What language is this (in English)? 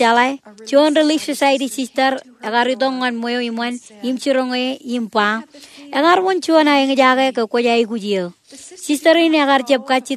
Marshallese